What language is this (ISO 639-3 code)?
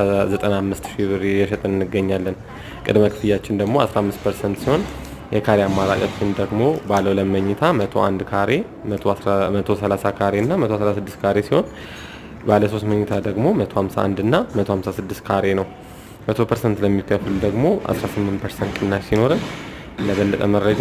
amh